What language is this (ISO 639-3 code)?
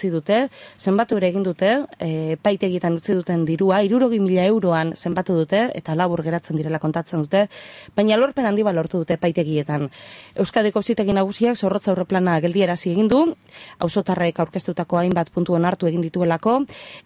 eus